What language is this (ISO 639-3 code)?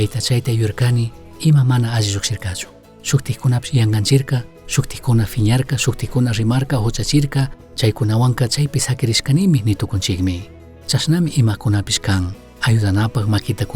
qug